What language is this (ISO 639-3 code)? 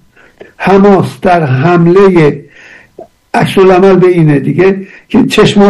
fas